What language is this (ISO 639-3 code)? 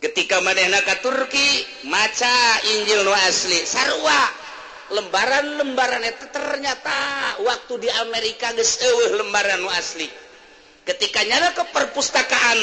sun